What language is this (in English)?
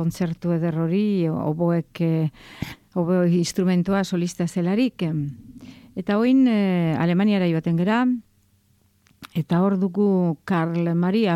Basque